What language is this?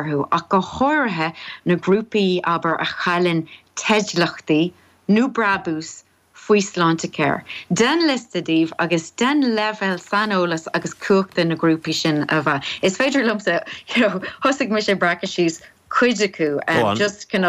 Irish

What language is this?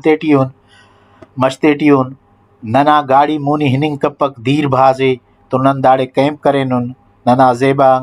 Brahui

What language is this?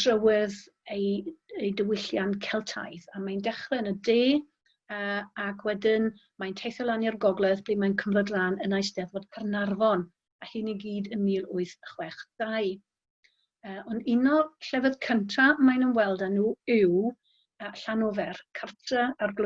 Welsh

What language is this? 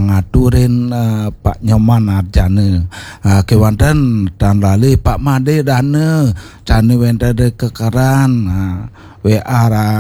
Balinese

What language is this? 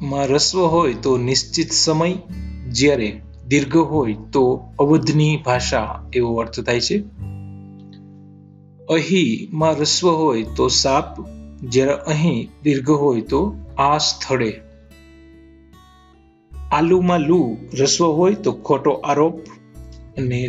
Gujarati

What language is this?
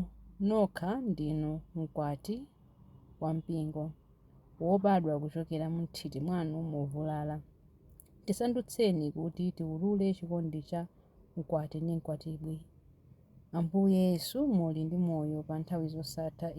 Nyanja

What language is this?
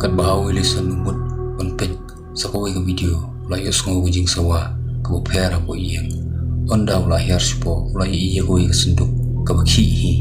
Khasi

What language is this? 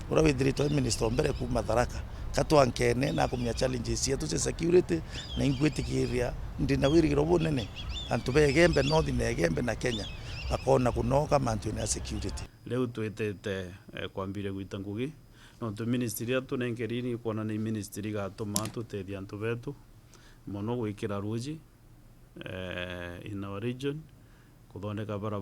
Meru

